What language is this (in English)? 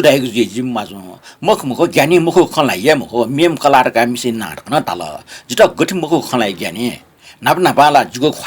Newari